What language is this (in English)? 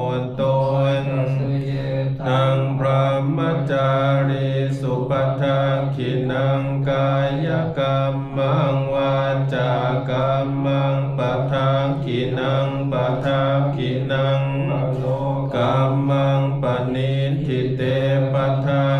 Pali